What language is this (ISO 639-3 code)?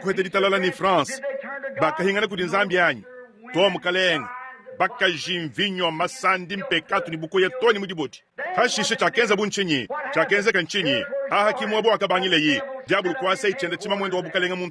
lua